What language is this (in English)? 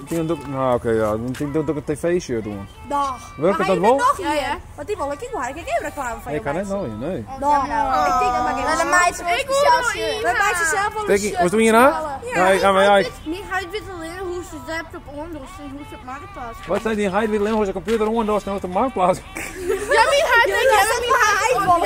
Western Frisian